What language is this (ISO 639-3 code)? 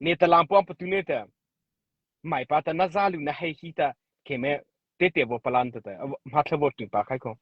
mrh